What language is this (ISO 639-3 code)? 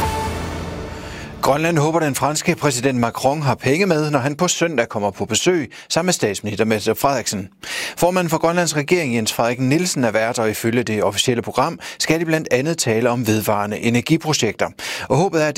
dan